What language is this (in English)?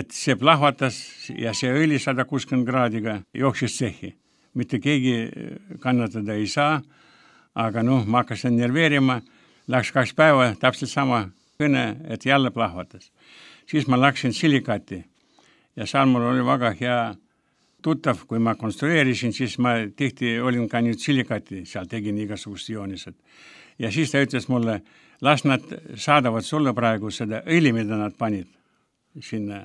Estonian